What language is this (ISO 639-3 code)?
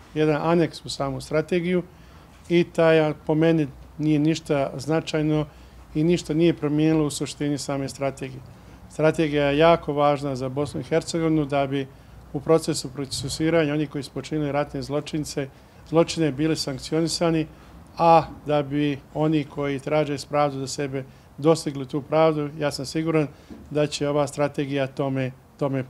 bos